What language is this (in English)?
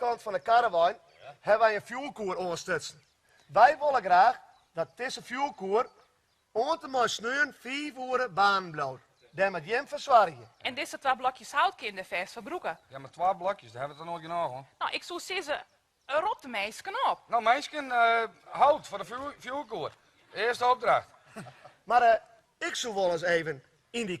Western Frisian